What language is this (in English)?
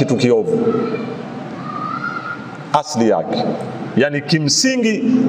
Swahili